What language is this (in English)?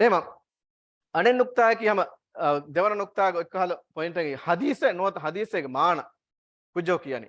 Divehi